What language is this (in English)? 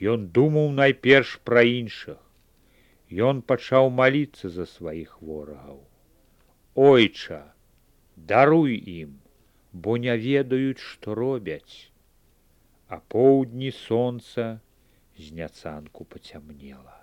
Belarusian